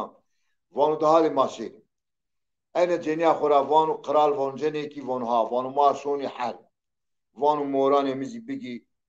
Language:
Zaza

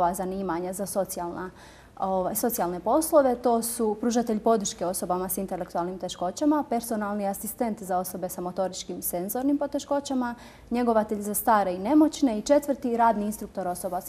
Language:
Bosnian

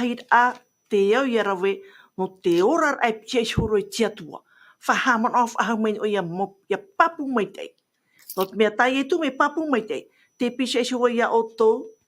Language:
Tahitian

